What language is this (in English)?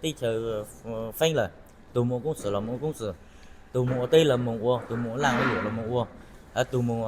Hmong